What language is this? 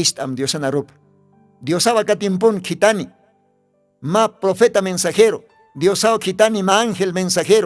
Aymara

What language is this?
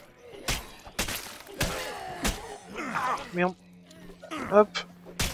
French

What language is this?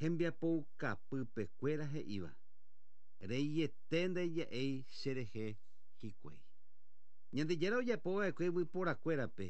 Guarani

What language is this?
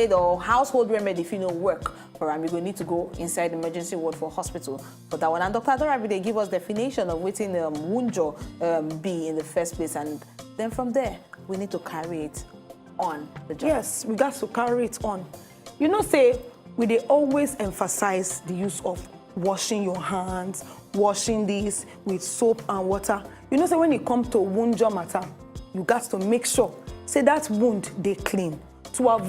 Nigerian Pidgin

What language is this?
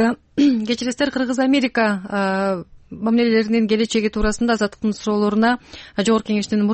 Kyrgyz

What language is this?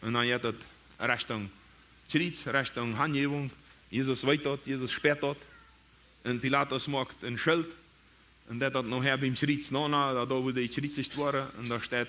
Plautdietsch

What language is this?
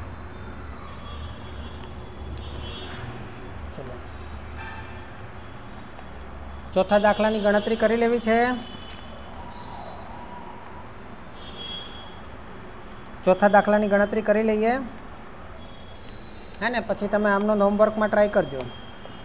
Gujarati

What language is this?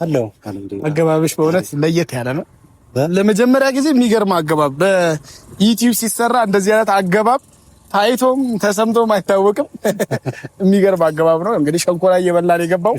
Amharic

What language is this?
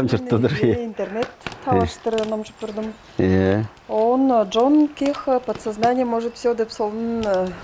Tuvinian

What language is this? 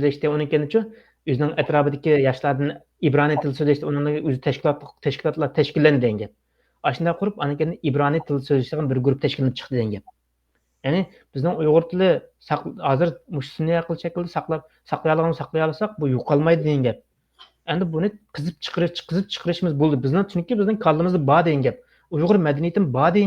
Uyghur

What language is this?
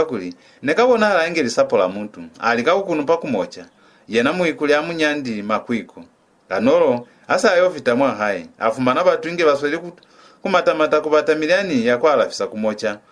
Lozi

